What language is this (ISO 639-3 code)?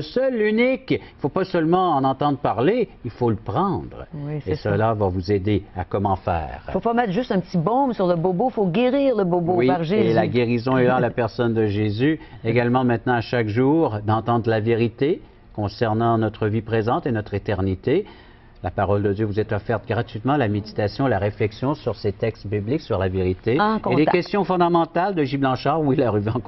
fra